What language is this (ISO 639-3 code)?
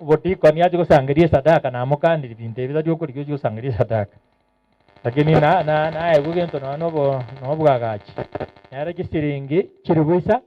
guz